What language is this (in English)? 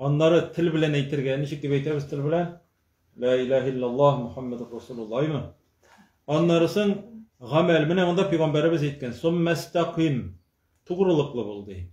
Tatar